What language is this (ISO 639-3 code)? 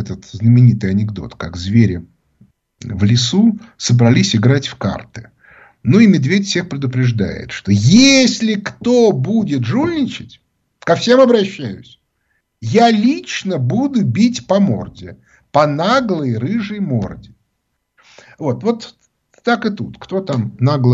rus